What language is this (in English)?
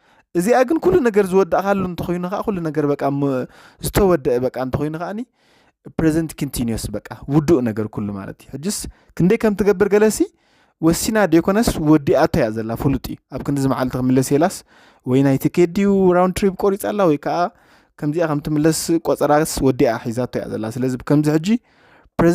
Tigrinya